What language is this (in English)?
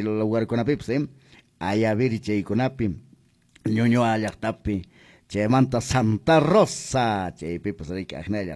Quechua